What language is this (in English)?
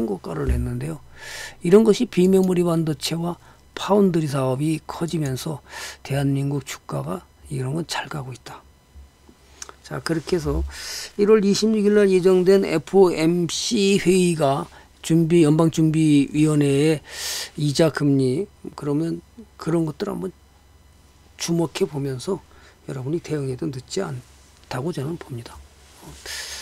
Korean